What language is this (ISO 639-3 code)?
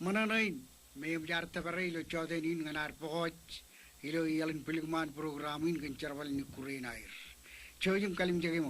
mah